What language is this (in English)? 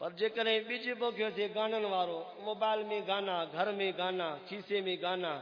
Saraiki